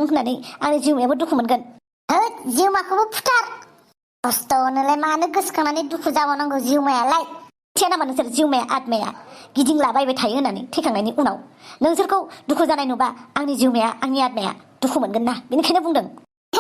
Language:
Bodo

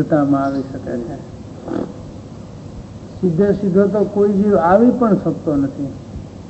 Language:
Gujarati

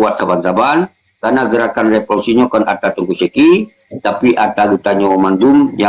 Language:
Achinese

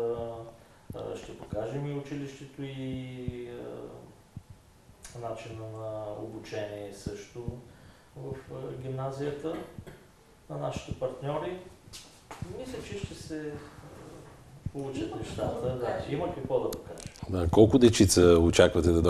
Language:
Bulgarian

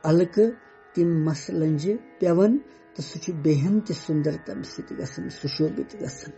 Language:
Kashmiri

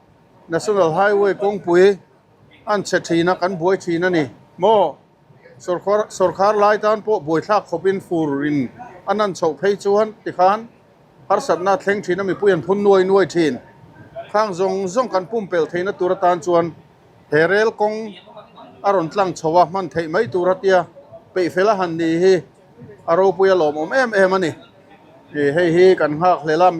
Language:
Mizo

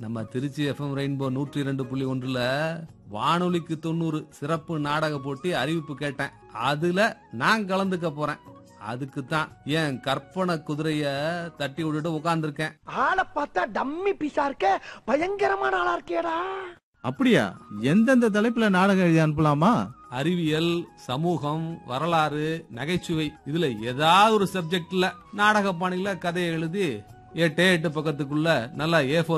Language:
Tamil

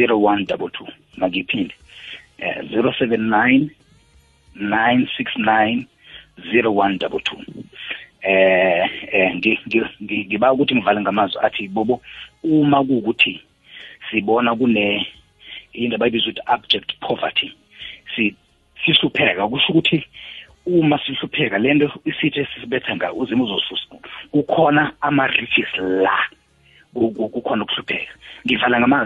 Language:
South Ndebele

